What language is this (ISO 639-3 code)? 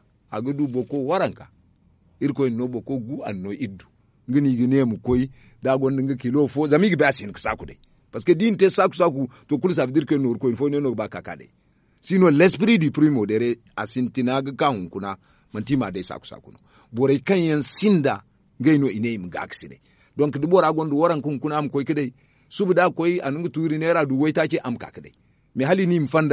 dje